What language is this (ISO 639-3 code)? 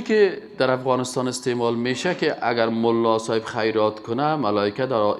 fas